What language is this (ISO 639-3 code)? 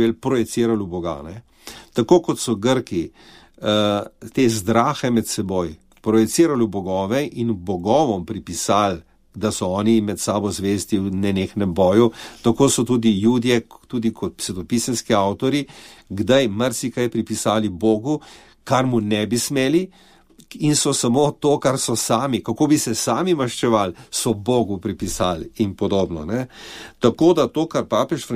slv